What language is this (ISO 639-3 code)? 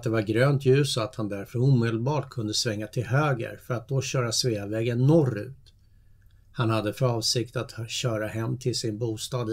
swe